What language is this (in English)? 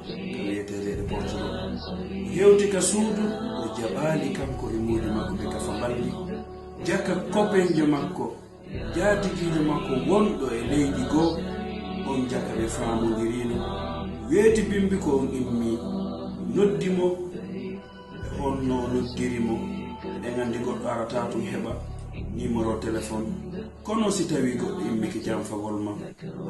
Fula